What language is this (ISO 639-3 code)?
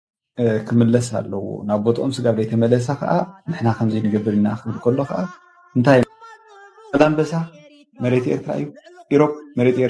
tir